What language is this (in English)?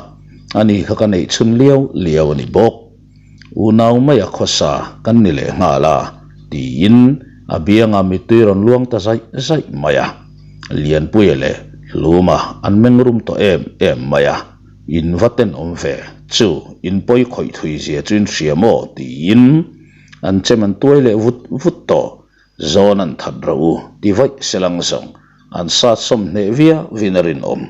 Mizo